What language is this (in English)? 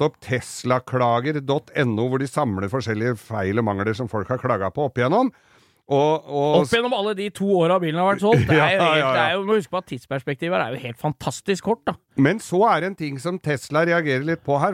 Norwegian